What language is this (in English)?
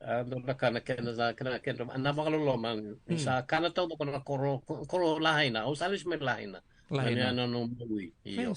Fijian